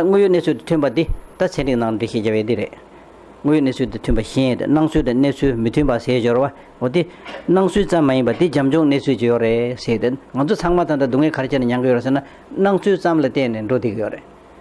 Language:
Tibetan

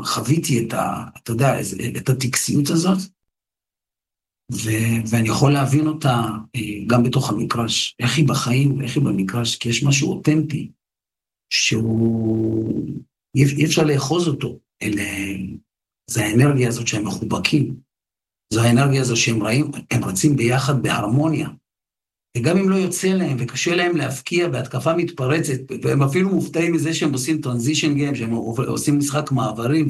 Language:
Hebrew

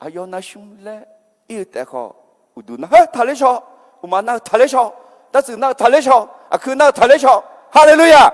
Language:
Akha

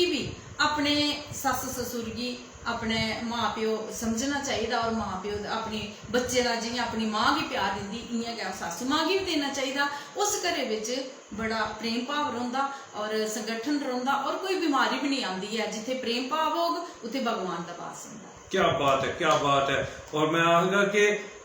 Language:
Dogri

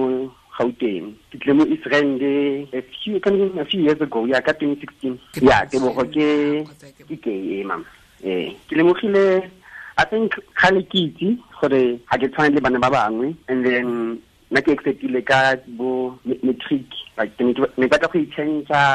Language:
Tswana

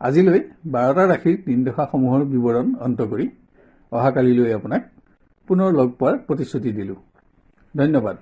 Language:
Assamese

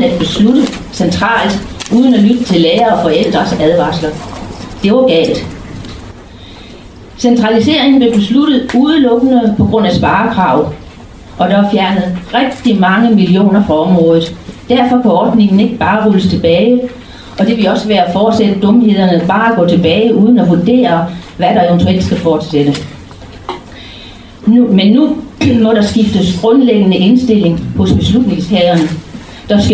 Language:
Danish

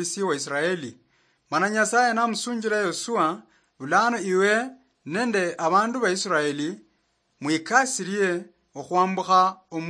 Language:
Luyia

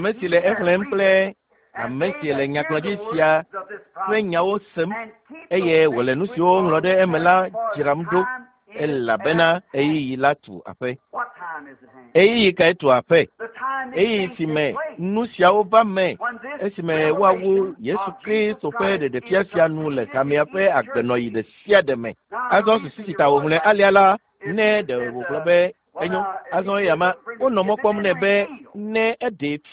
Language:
Ewe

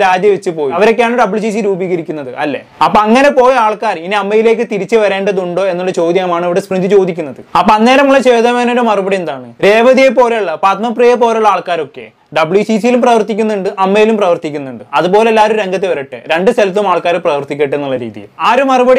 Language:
Malayalam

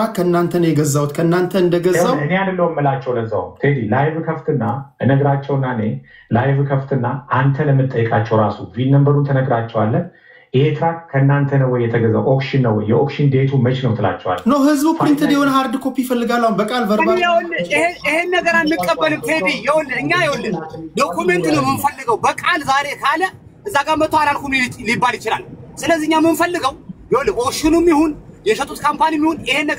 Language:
Amharic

